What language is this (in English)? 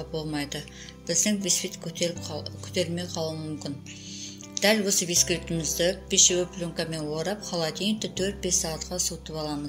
Kazakh